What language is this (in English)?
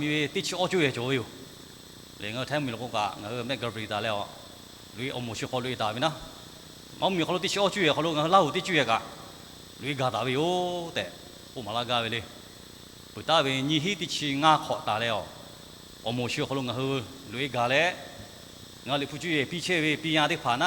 Lahu